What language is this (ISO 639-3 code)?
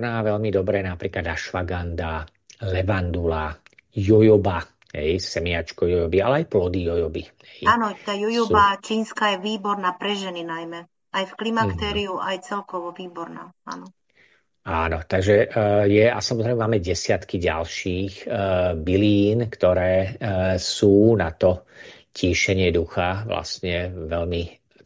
slk